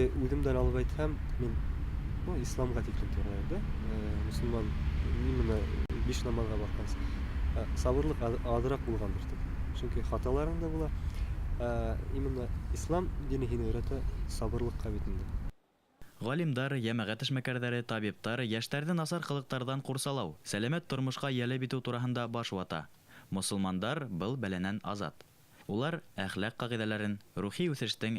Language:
Bashkir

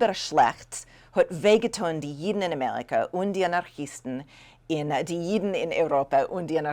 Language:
Yiddish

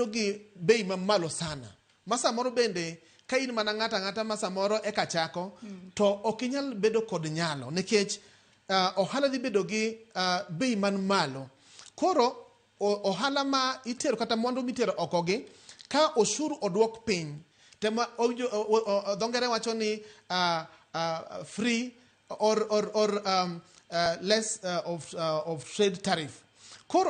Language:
Luo (Kenya and Tanzania)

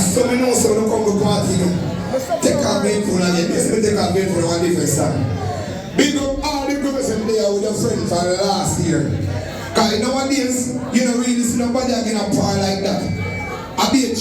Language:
Jamaican Creole English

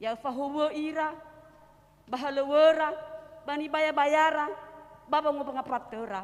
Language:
Nias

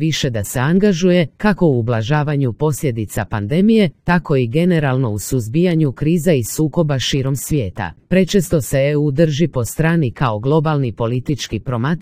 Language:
Croatian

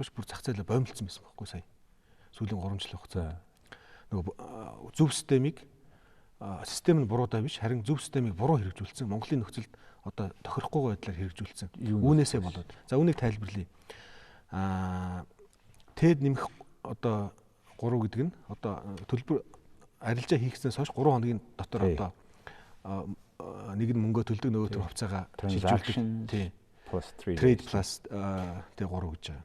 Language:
Mongolian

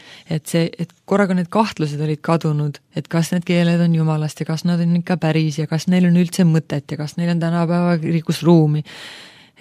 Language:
Estonian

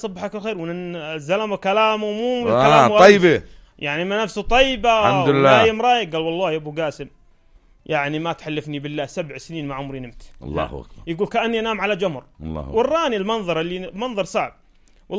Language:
North Levantine Arabic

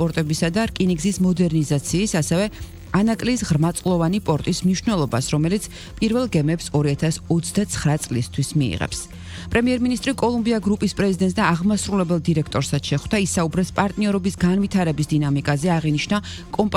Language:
Georgian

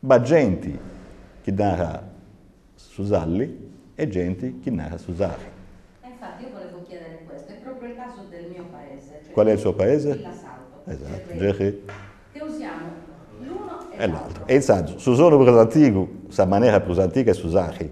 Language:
Sardinian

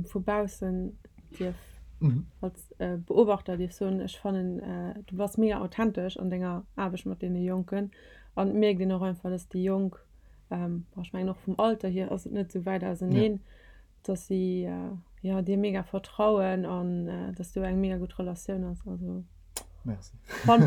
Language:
Luxembourgish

